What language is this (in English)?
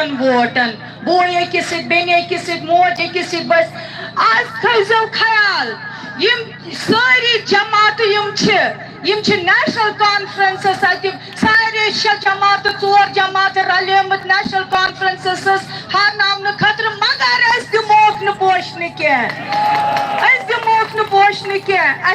Kashmiri